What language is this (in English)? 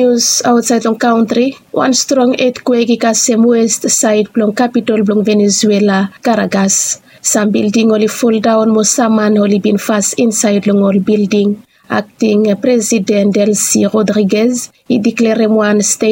Bislama